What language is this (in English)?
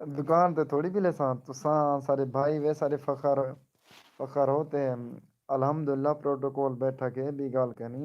Saraiki